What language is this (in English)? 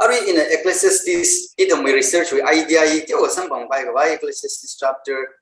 Tangkhul Naga (India)